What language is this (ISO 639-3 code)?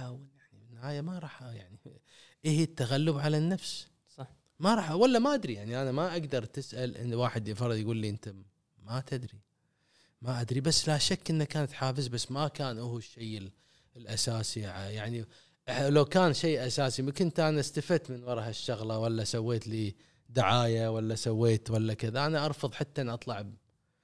afb